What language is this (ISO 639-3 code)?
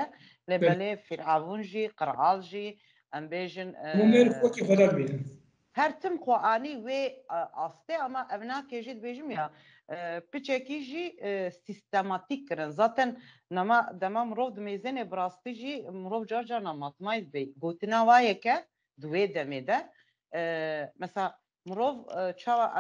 kur